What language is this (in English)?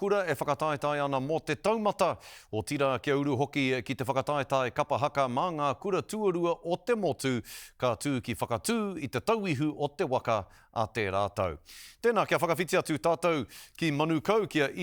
Māori